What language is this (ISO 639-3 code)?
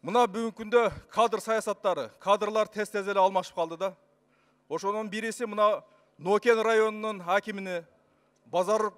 kir